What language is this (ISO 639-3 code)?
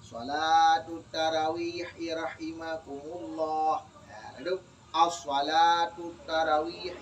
ace